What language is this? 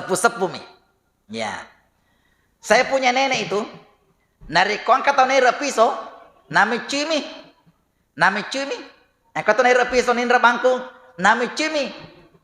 Buginese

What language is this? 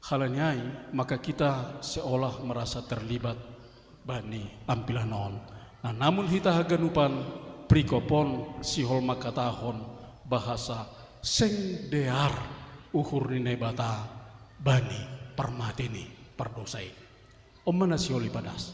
Batak Simalungun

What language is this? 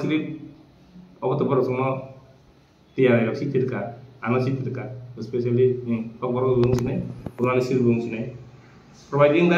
Kok Borok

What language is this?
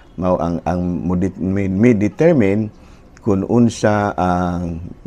Cebuano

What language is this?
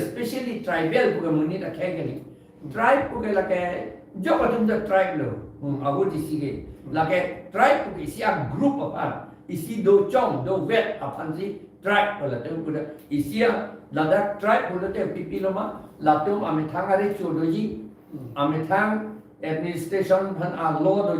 Karbi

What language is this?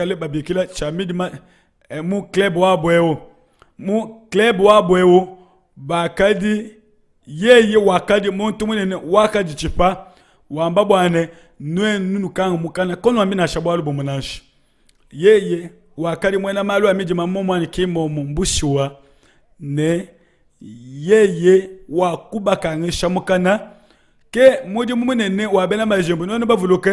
Luba-Lulua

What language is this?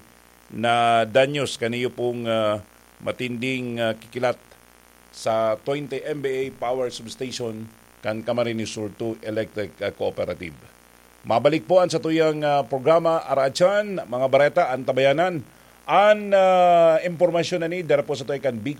Bikol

